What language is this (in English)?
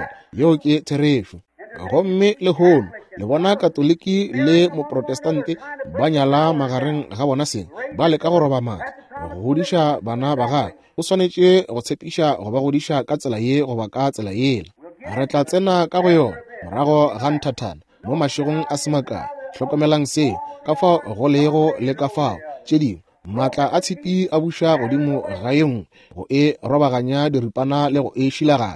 Northern Sotho